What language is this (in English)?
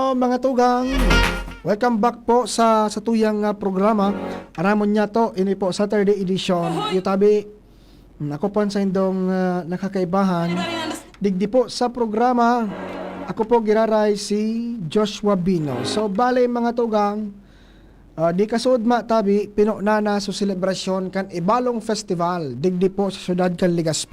Bikol